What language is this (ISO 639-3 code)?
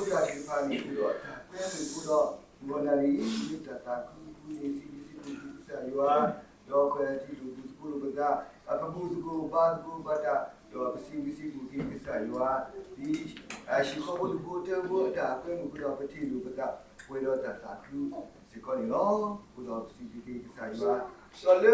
ksw